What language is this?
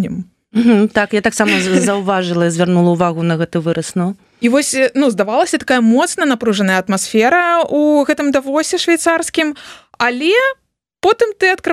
Belarusian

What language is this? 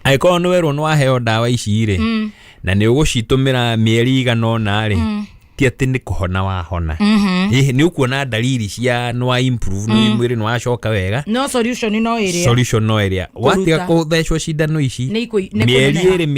Kikuyu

